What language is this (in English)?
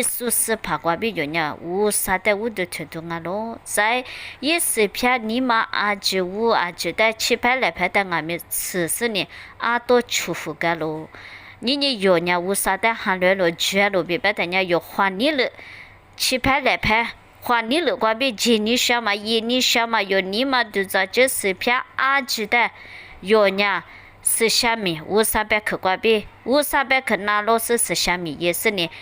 Lisu